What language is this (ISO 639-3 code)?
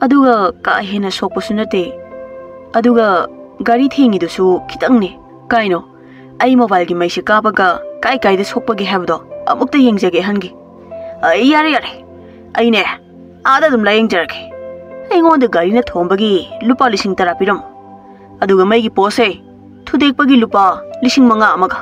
mni